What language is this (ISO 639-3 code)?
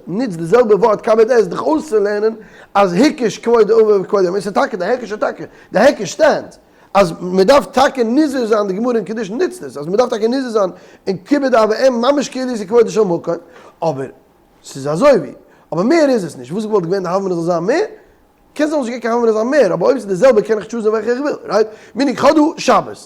yid